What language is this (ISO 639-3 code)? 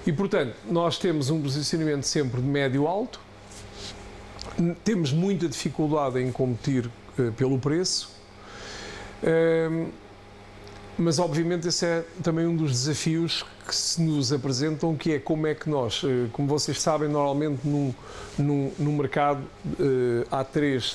por